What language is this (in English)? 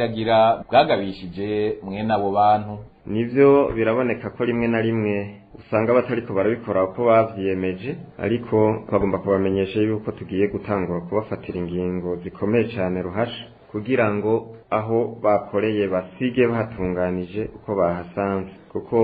Rundi